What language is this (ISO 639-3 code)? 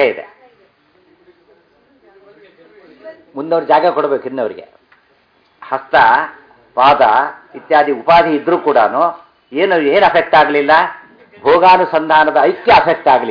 kan